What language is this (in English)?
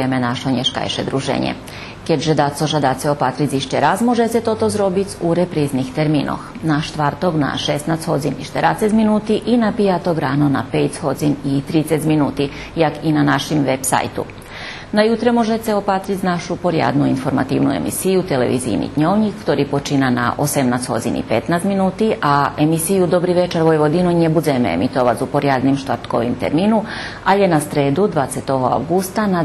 Rusyn